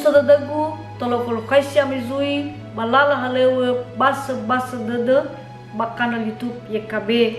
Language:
Nias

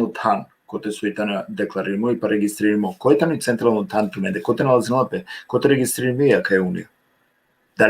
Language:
Balkan Romani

